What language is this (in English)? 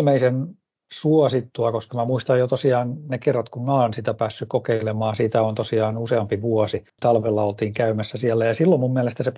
Finnish